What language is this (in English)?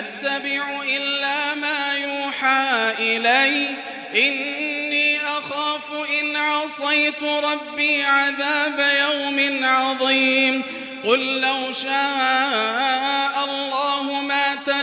Arabic